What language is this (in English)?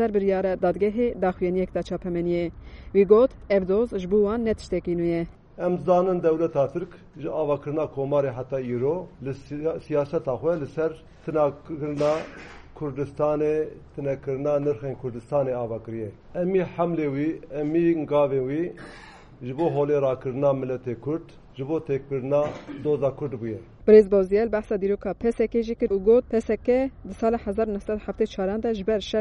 Kurdish